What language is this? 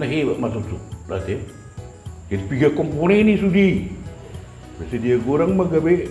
Batak Toba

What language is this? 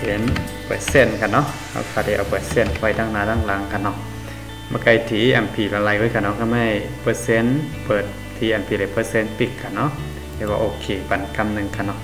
Shan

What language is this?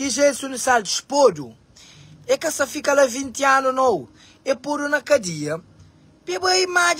Kabuverdianu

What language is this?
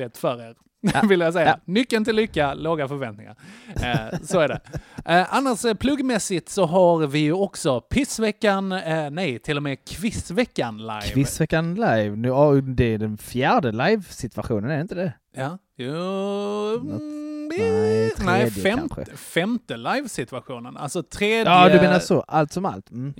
Swedish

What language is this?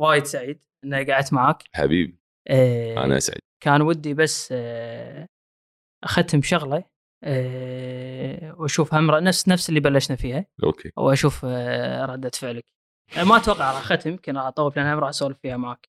Gulf Arabic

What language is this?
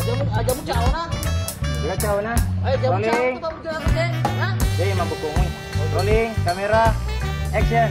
Buginese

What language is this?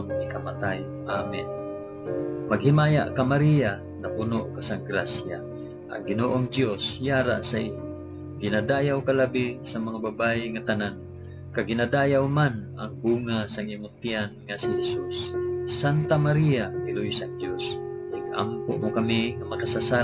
Hiligaynon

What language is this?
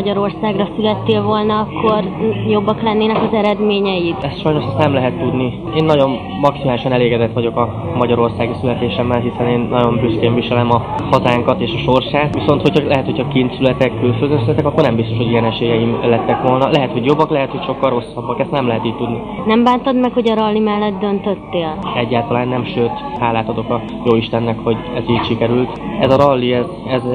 Hungarian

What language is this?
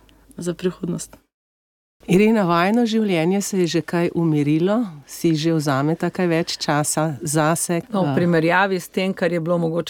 Slovenian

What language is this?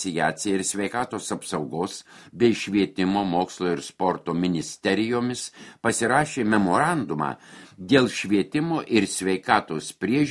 Lithuanian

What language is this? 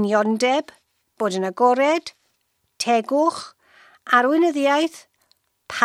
Welsh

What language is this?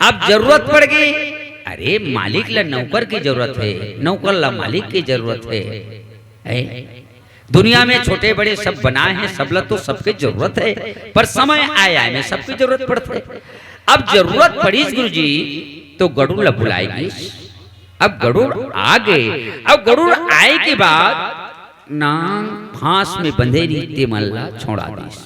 Chhattisgarhi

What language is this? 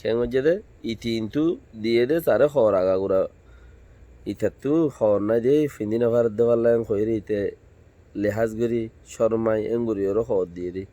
Rohingya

